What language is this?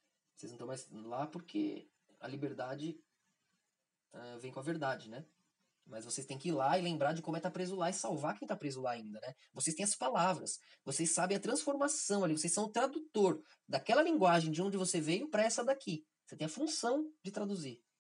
Portuguese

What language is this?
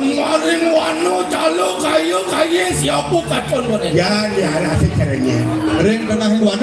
Balinese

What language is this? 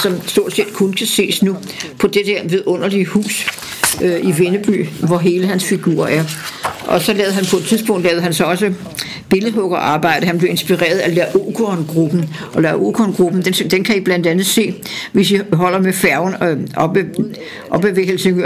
Danish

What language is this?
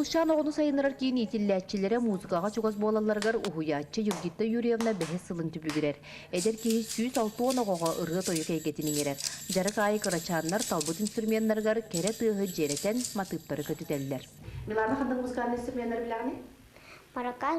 Yakut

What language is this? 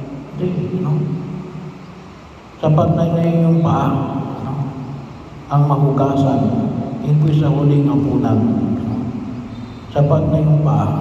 Filipino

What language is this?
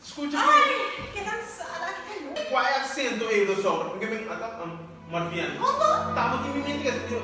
Papiamento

